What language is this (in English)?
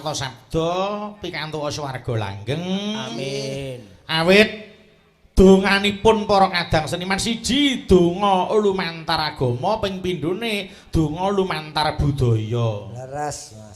Javanese